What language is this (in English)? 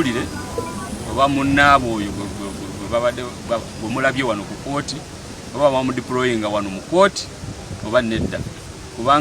Ganda